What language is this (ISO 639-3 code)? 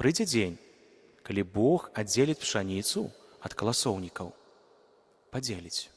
bel